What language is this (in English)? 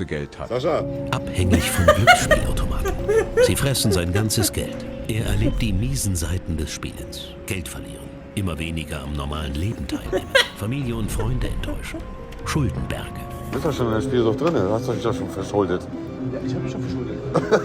Swiss German